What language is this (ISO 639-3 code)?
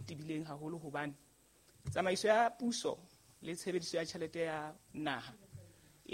sot